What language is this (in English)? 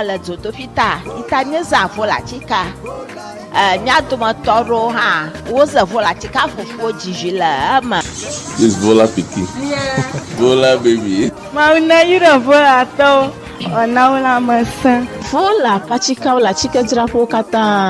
Ewe